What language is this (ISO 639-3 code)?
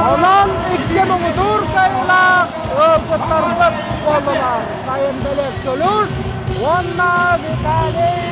sah